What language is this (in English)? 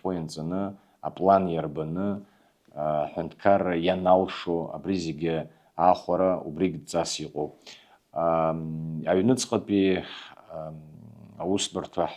Abkhazian